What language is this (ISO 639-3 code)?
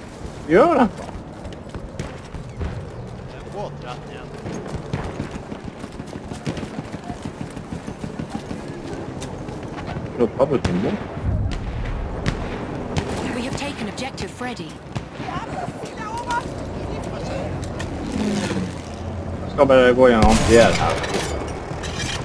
nor